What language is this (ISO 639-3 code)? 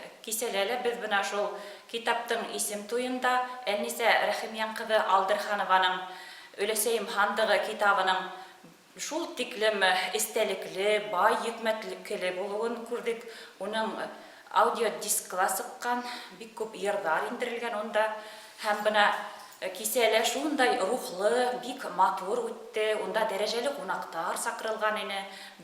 bak